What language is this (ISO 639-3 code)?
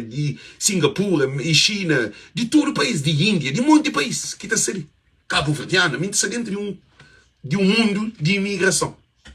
kea